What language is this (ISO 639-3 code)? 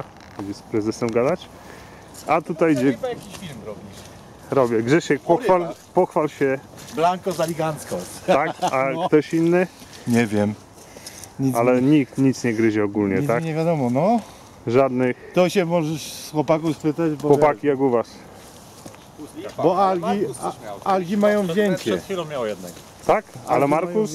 pol